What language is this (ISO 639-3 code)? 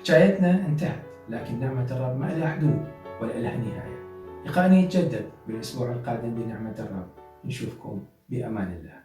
acm